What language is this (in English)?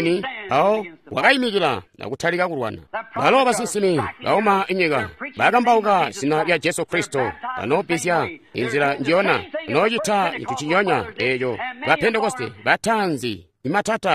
Tonga (Zambia)